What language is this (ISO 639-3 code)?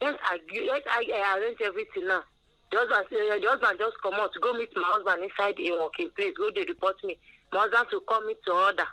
pcm